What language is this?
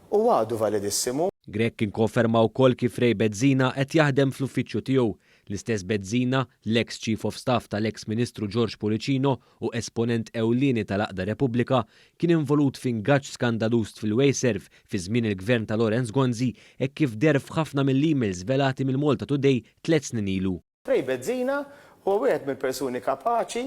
Maltese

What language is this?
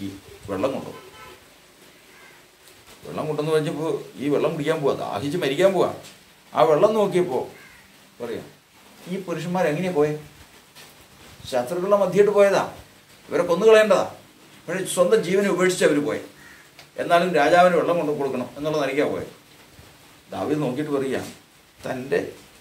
Malayalam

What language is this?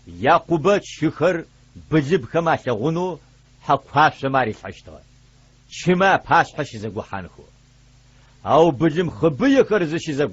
Adyghe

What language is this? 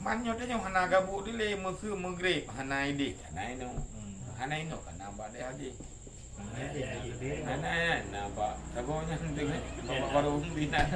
Achinese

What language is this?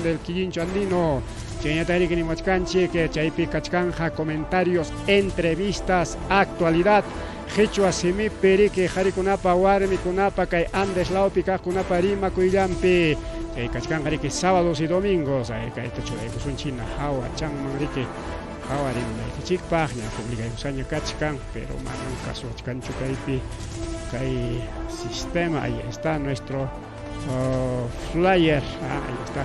Ayacucho Quechua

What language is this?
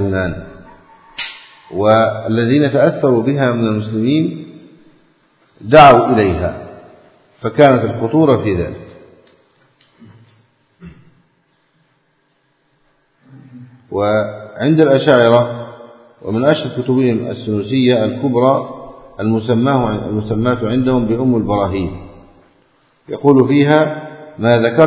Arabic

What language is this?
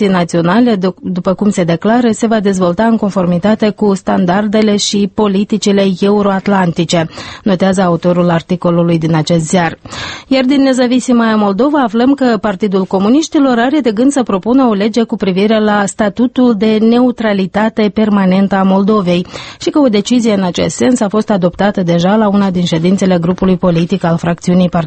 Romanian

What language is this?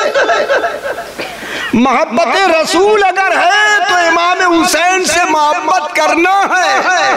Hindi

